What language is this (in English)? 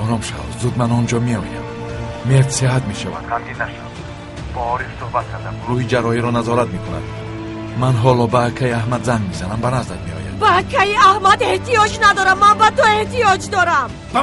Tajik